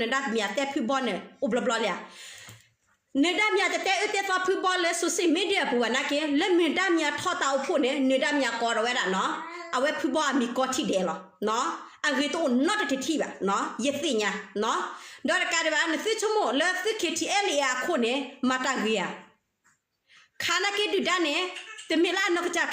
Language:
S'gaw Karen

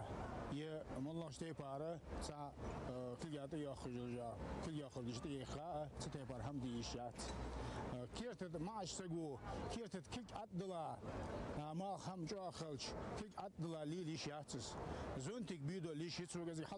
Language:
Ingush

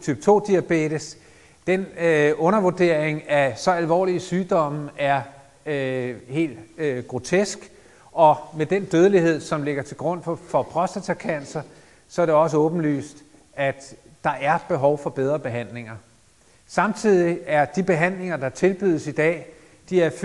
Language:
Danish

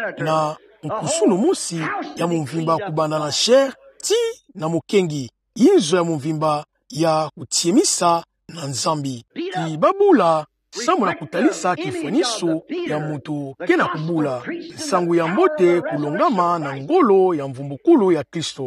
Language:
Kituba (Democratic Republic of Congo)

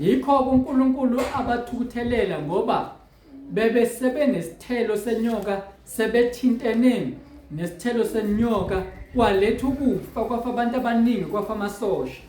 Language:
Zulu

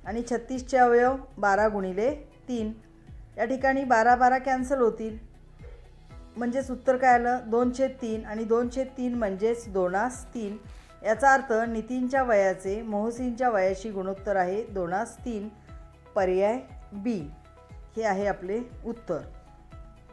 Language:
Marathi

